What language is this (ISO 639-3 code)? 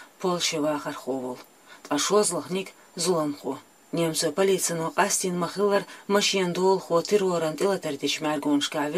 che